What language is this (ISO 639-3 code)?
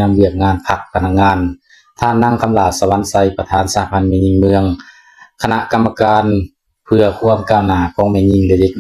lao